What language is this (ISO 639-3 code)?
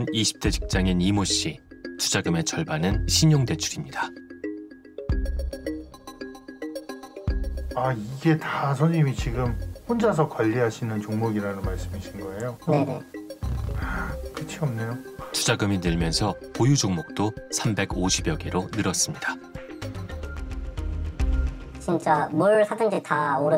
kor